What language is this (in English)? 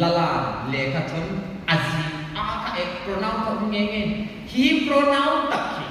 Hmar